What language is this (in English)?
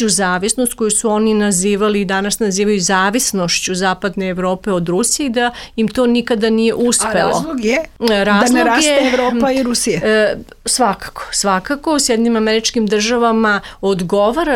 Serbian